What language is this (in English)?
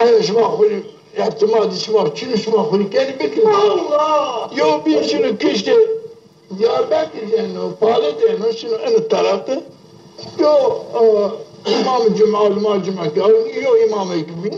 Zaza